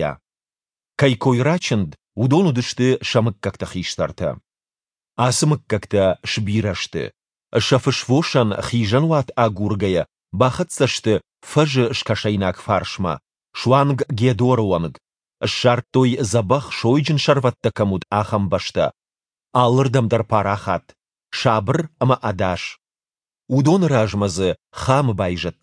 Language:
Ossetic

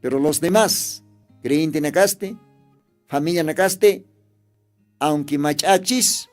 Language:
Aymara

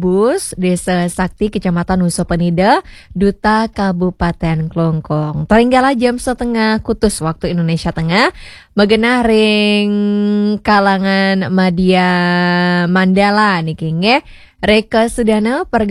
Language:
Balinese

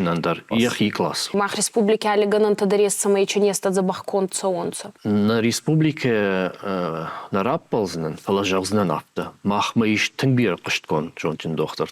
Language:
Ossetic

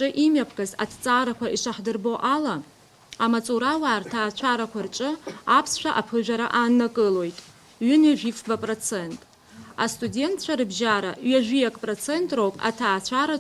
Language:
Abkhazian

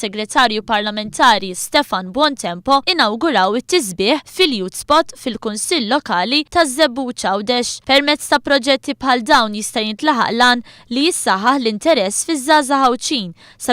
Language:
Maltese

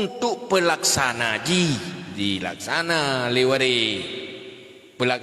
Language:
Achinese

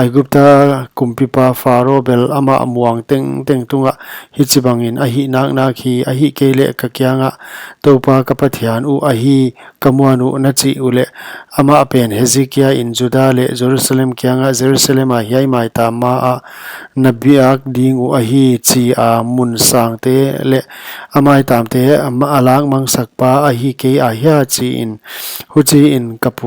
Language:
Paite Chin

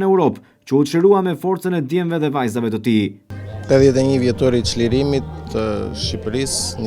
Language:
Albanian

